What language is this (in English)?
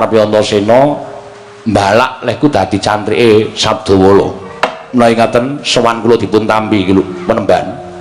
Javanese